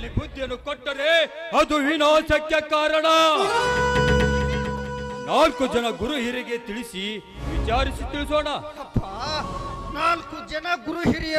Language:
Kannada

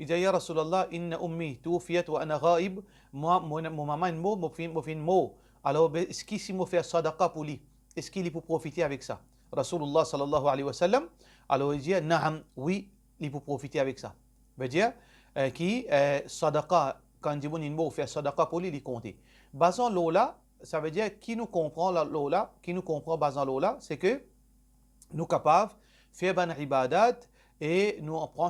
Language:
Morisyen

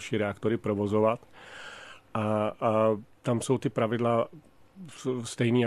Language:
Czech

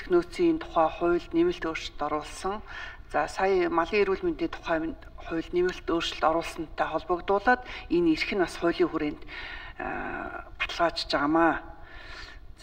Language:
Mongolian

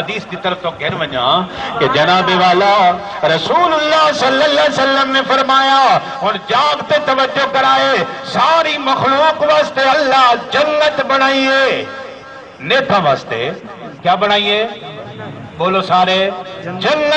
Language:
Saraiki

